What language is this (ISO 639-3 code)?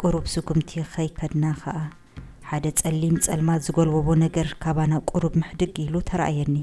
tir